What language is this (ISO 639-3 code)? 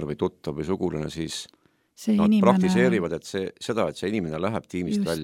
est